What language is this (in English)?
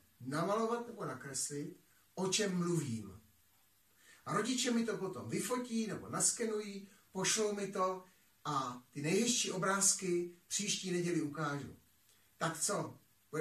Czech